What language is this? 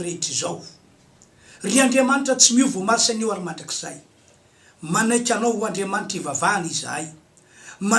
Malagasy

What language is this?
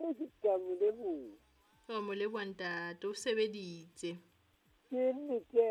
Southern Sotho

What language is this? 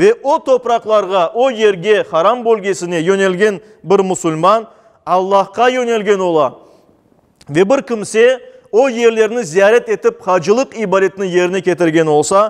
Crimean Tatar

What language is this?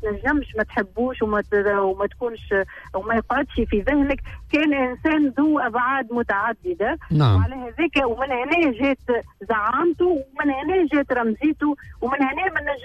Tunisian Arabic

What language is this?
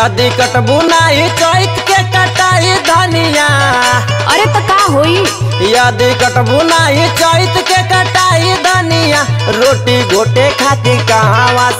Bhojpuri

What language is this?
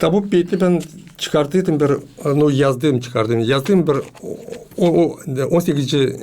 Gagauz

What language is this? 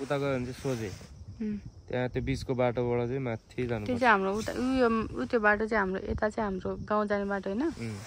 Nepali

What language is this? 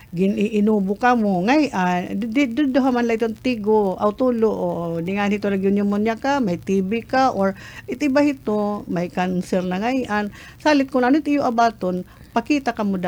Waray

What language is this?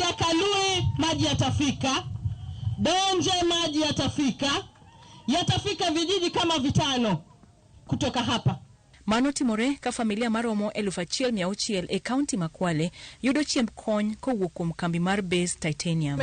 Luo (Kenya and Tanzania)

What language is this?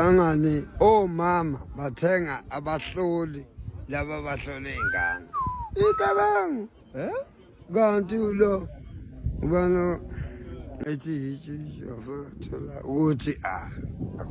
Zulu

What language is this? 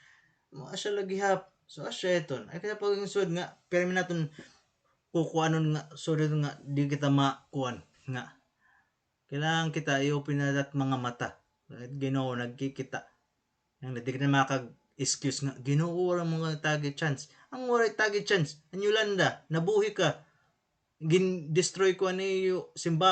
Waray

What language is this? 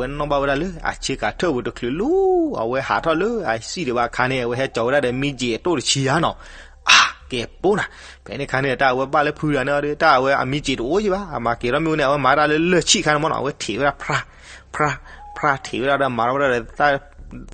S'gaw Karen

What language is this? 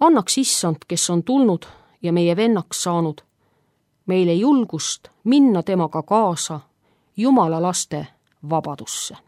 Estonian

